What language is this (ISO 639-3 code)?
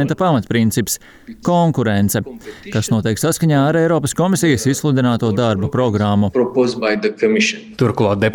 lav